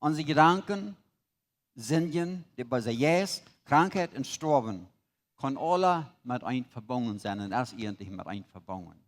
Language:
Plautdietsch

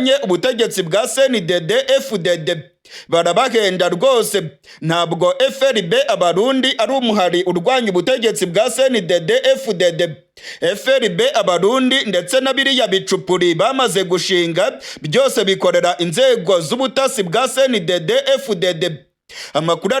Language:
Rundi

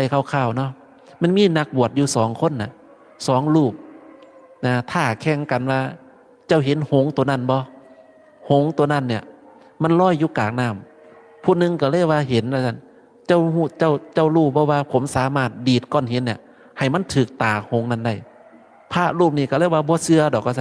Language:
Northeastern Thai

